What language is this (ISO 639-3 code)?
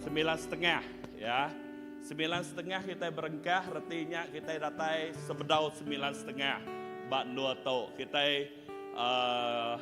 iba